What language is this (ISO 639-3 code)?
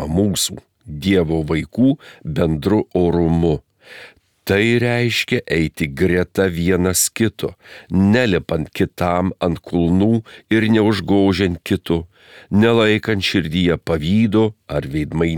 lit